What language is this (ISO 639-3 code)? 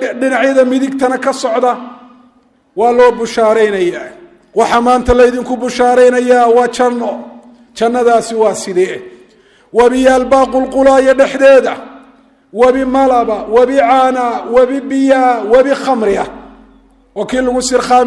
som